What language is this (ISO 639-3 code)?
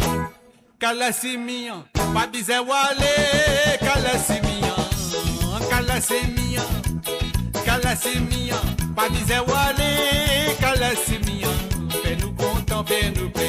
mfe